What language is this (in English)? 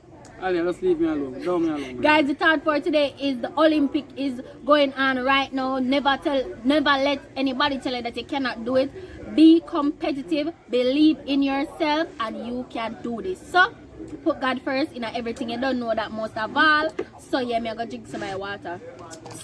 Jamaican Creole English